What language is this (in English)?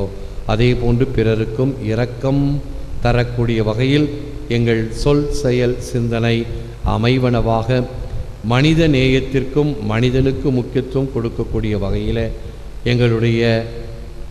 Tamil